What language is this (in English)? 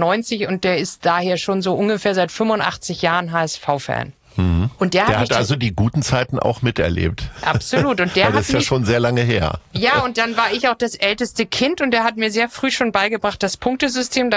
German